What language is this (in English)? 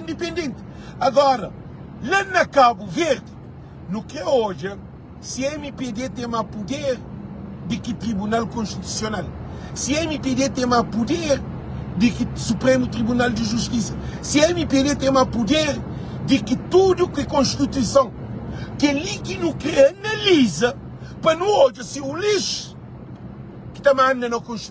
Kabuverdianu